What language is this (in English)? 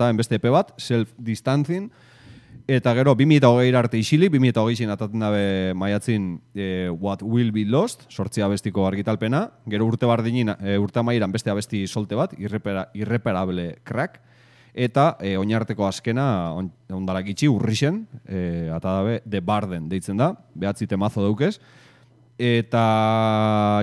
Basque